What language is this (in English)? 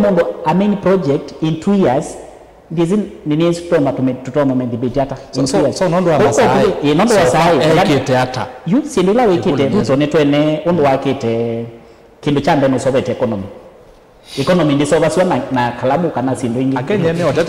Kamba